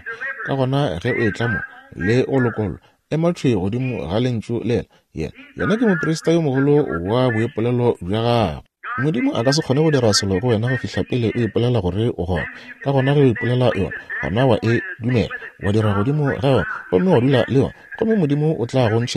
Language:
Northern Sotho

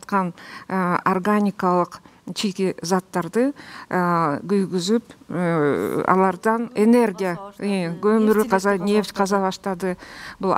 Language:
Kyrgyz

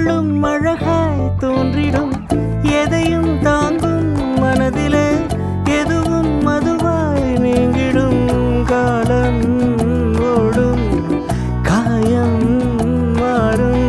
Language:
Tamil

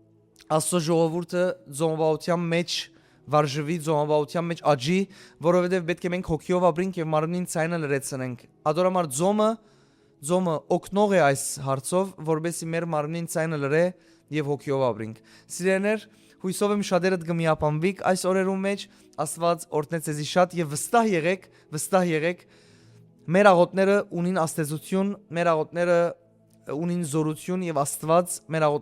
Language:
Western Armenian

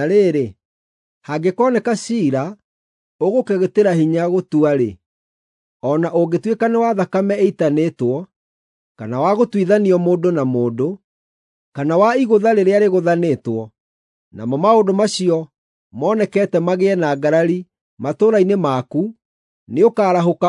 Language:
Kikuyu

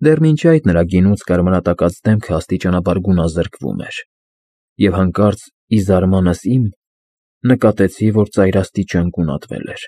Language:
Armenian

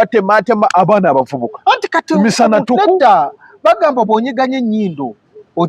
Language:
Ganda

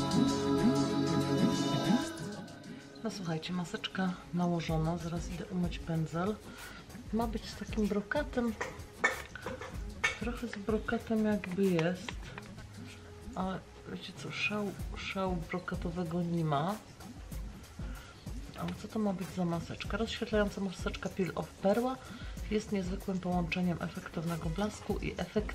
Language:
Polish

